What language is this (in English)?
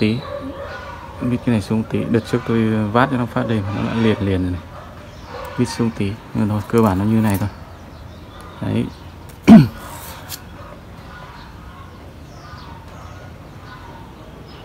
Vietnamese